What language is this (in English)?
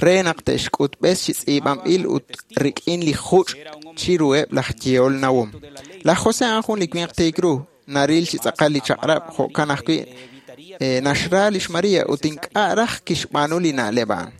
Kekchí